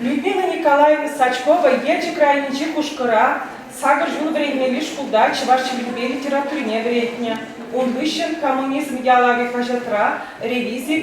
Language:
Chuvash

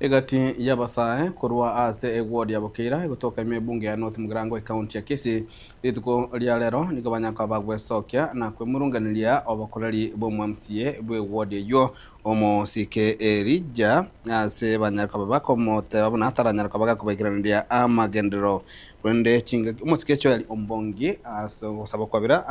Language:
Gusii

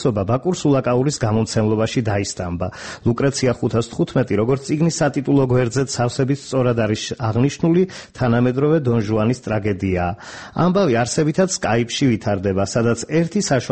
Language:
Georgian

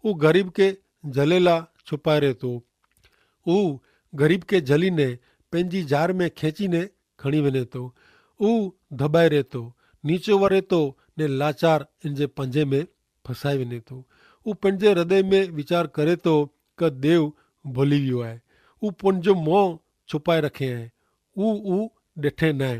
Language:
Kachhi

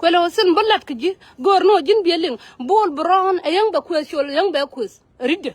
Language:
Nuer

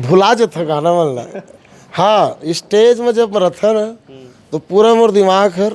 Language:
Chhattisgarhi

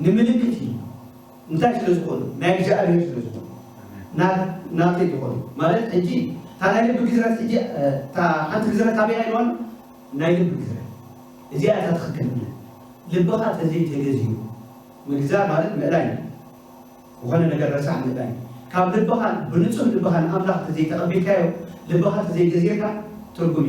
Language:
Tigrinya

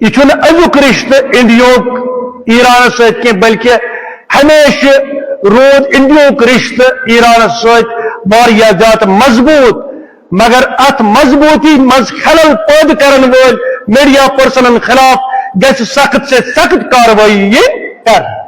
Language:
Kashmiri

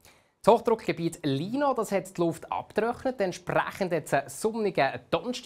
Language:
Swiss German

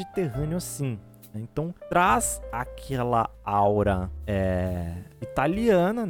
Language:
Portuguese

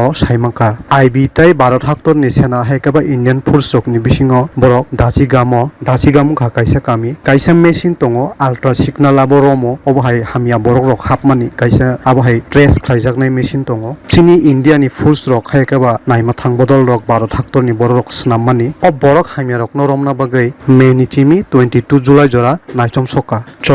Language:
Kok Borok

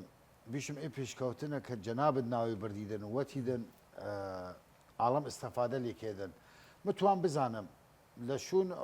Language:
Southern Kurdish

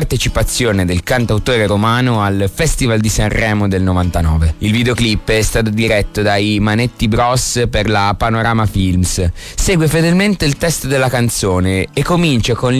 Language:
Italian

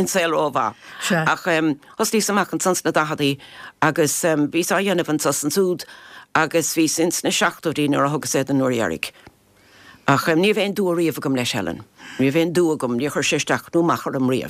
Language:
Irish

